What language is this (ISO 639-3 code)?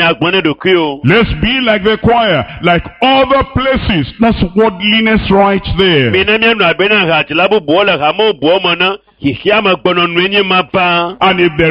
ewe